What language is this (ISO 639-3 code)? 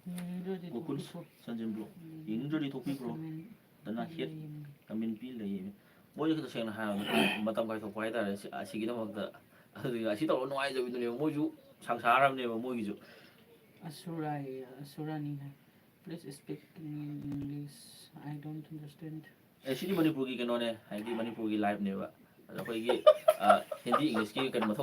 mni